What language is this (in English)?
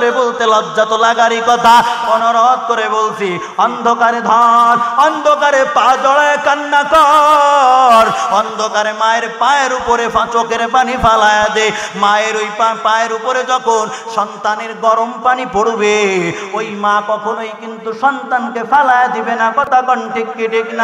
Bangla